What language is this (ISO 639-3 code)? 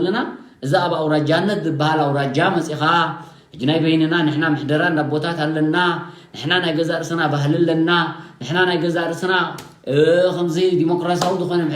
tir